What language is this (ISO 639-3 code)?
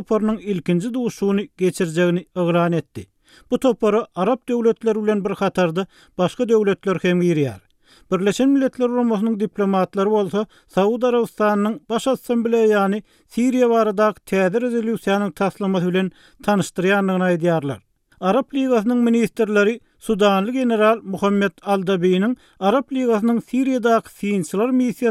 tuk